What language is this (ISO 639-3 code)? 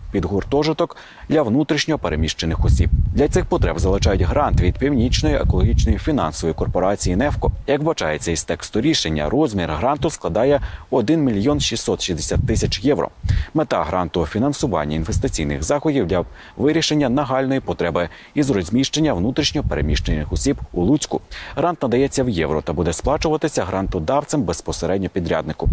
ukr